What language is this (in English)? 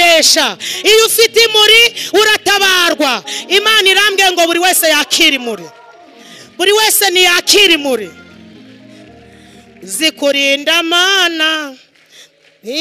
Kinyarwanda